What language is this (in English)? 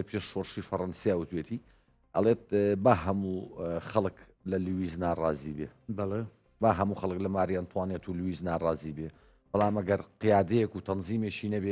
Central Kurdish